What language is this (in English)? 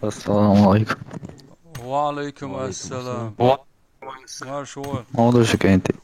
Chechen